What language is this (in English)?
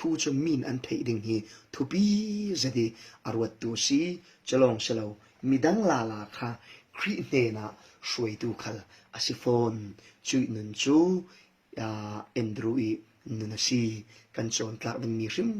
Falam Chin